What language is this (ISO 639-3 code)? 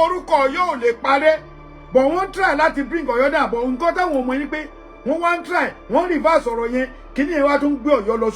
yor